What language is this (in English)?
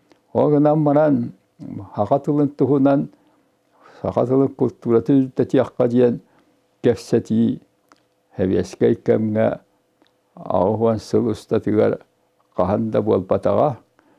Yakut